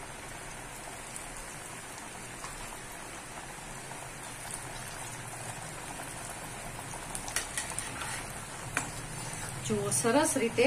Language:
Gujarati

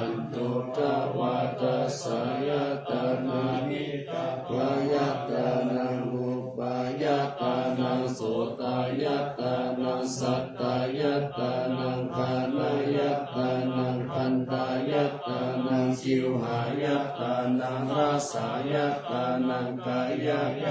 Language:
Pali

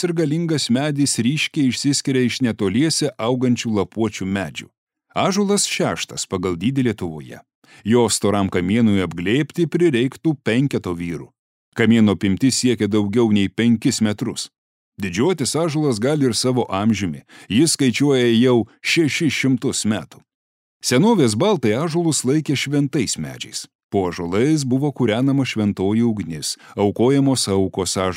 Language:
Lithuanian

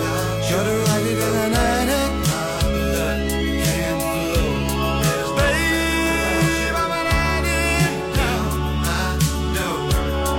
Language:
Portuguese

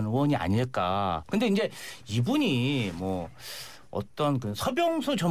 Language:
Korean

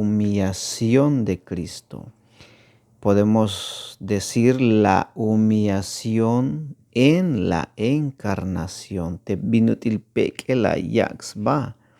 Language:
Tzeltal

